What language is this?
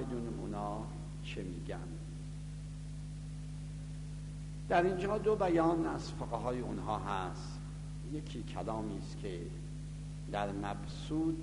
Persian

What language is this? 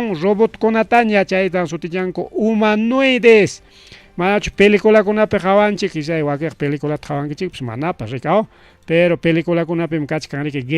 Ayacucho Quechua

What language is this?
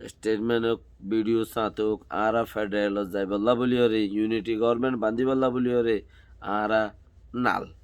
Rohingya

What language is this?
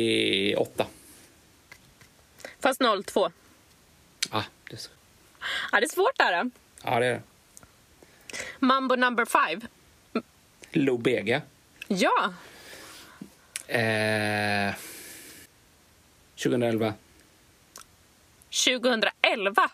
Swedish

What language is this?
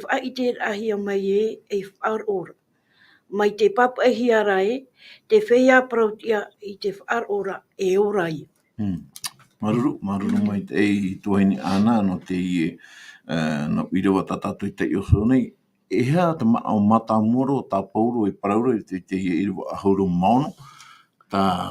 Tahitian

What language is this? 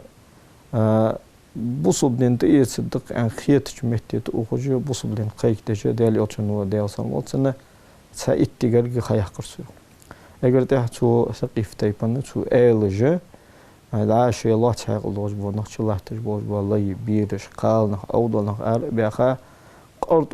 Ingush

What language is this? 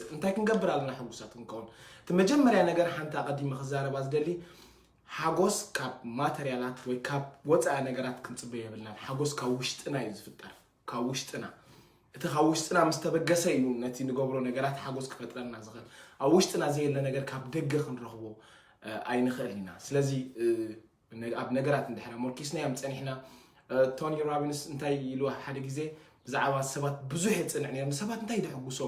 Tigrinya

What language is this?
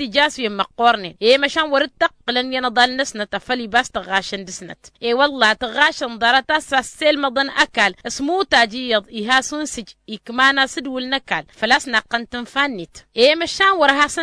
Tamasheq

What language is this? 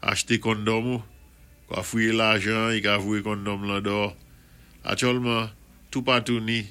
Saint Lucian Creole French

